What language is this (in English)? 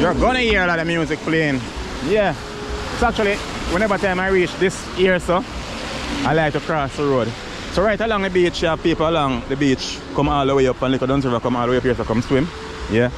Jamaican Creole English